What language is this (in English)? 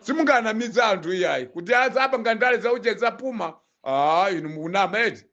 Nyanja